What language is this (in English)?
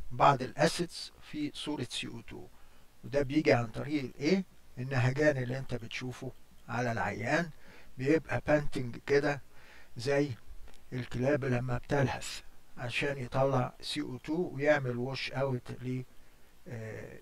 Egyptian Arabic